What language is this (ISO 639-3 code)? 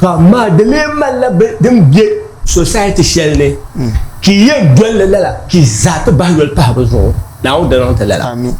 dag